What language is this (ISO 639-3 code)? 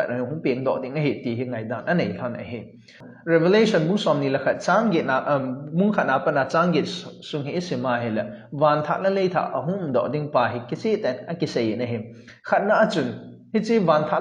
tcz